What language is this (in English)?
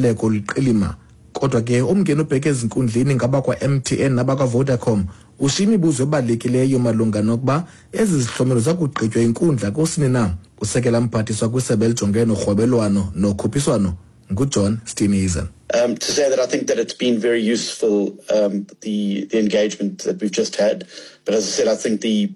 Xhosa